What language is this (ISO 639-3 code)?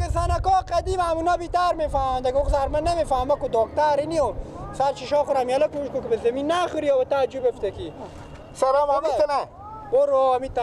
fas